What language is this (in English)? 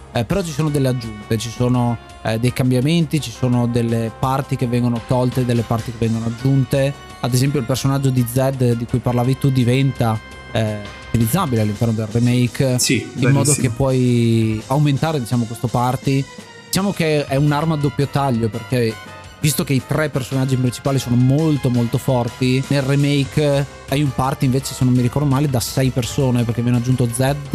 Italian